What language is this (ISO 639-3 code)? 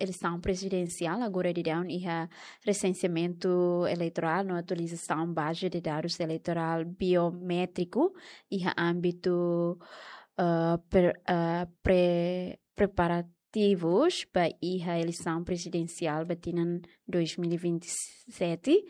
tet